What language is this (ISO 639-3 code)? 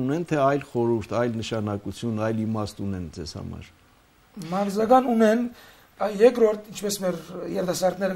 hye